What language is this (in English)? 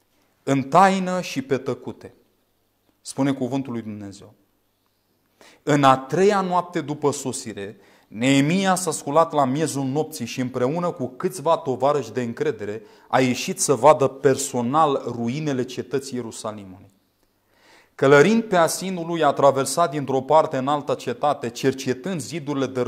Romanian